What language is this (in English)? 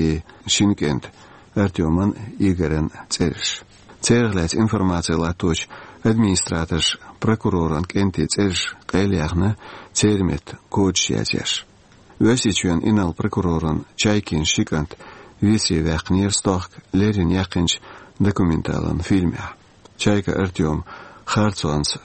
Chechen